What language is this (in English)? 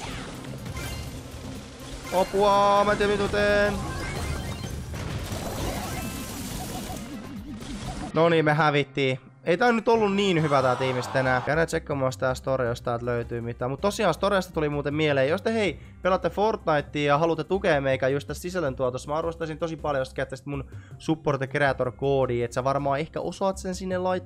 Finnish